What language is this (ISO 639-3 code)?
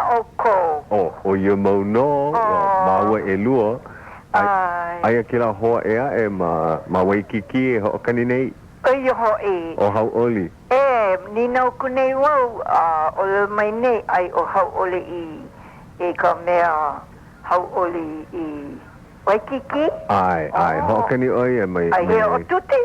haw